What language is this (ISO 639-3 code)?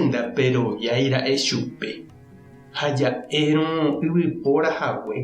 grn